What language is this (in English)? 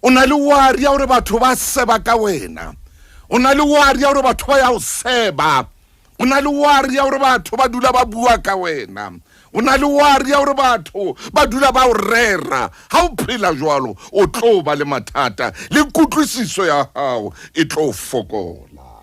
Southern Sotho